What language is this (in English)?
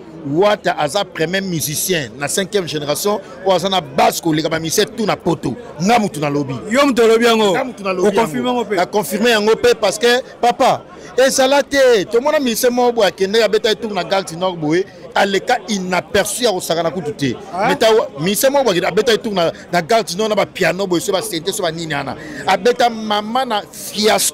Lingala